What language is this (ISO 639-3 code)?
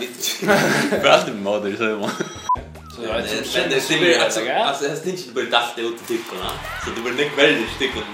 fao